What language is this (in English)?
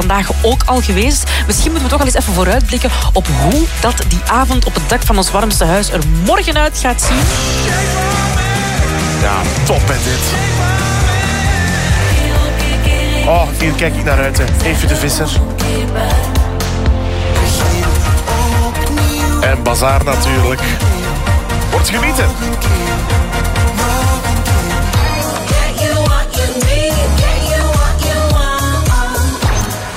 Dutch